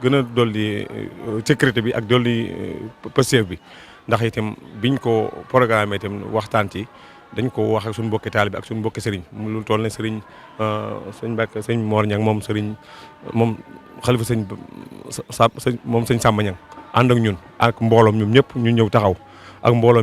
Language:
Wolof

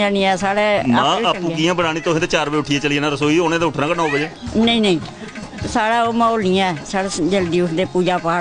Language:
Dogri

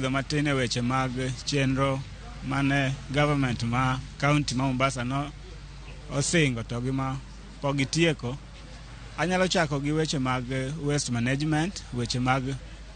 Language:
Luo (Kenya and Tanzania)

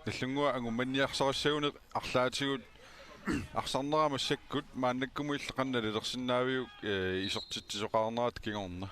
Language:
Kalaallisut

